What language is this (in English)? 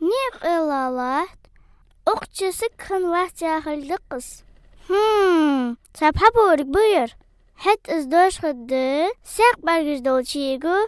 Ingush